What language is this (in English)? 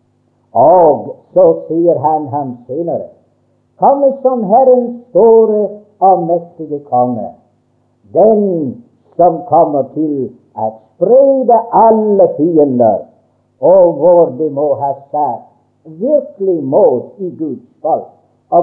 Norwegian